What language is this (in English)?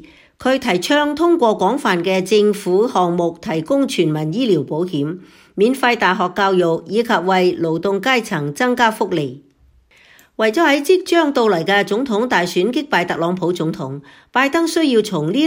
Cantonese